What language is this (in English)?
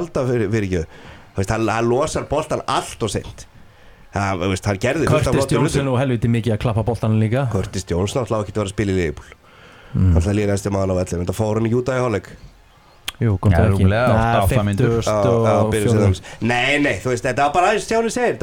Icelandic